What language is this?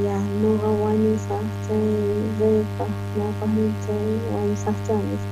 South Bolivian Quechua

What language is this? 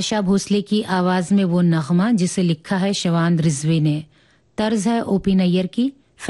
Hindi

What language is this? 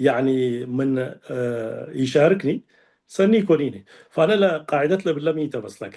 Tigre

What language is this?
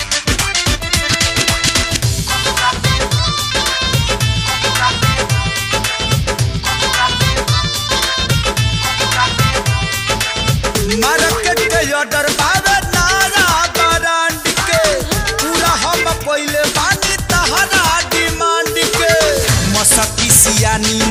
Bhojpuri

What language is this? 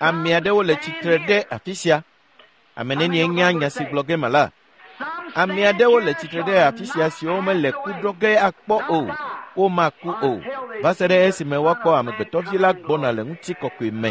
Ewe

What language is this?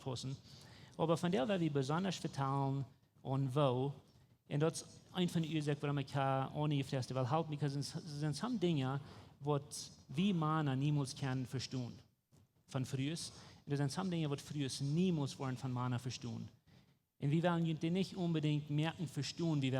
Plautdietsch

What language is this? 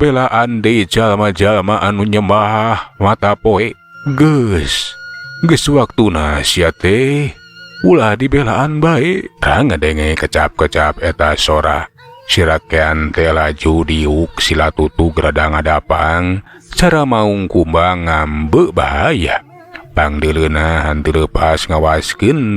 Sundanese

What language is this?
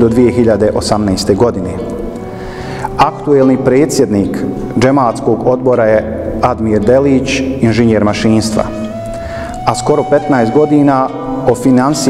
Bosnian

